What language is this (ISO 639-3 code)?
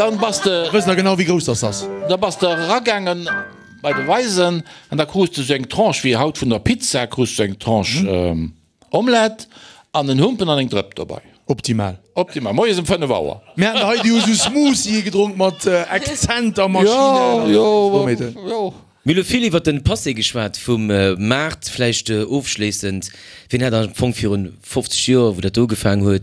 ltz